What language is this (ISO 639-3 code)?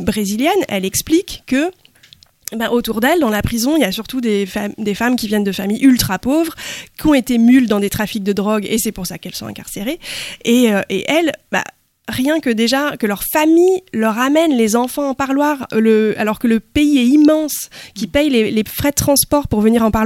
fra